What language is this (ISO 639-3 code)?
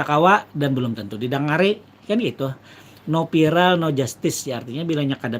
bjn